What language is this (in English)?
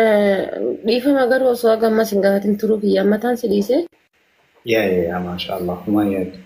Oromo